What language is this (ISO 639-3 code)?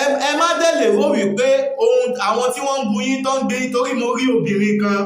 yor